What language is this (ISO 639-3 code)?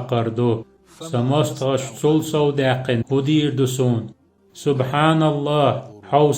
che